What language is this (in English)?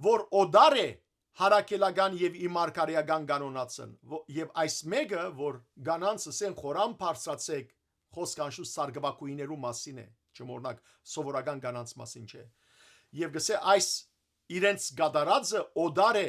Western Armenian